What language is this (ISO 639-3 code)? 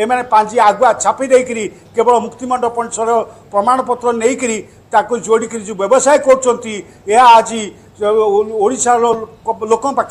ori